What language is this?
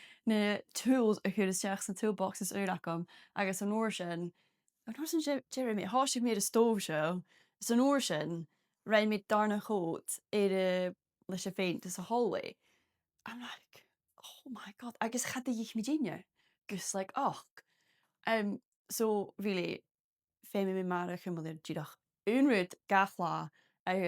Scottish Gaelic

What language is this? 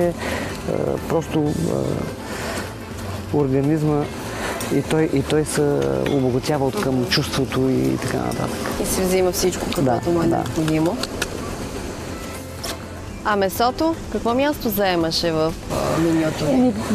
Bulgarian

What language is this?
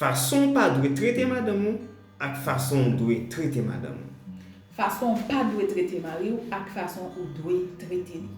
Haitian Creole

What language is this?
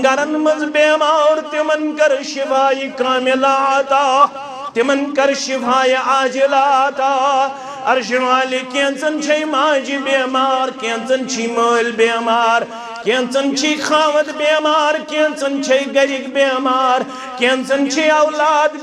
Kashmiri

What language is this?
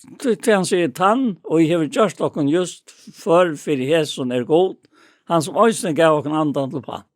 Faroese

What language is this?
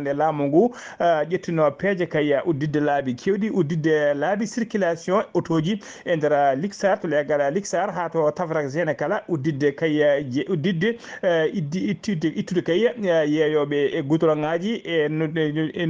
Fula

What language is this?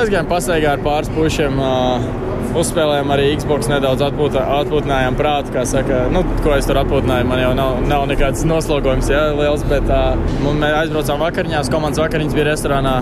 Latvian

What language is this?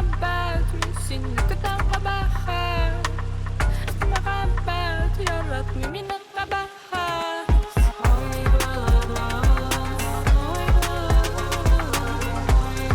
Crimean Tatar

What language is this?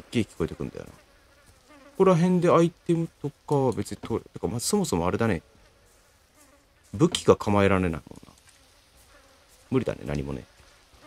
Japanese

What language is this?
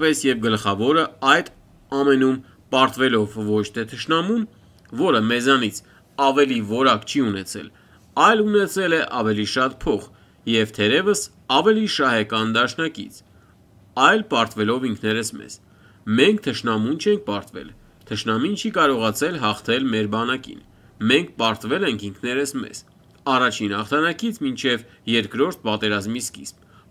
Armenian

